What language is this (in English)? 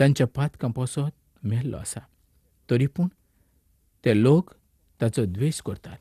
Konkani